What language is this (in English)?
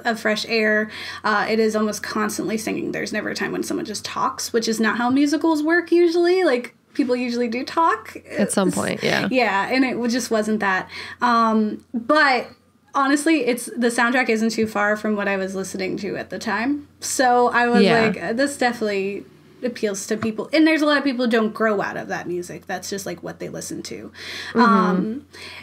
English